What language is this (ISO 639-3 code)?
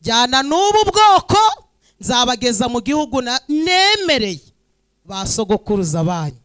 kin